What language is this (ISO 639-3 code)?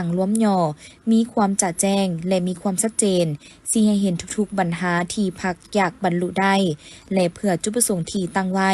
lao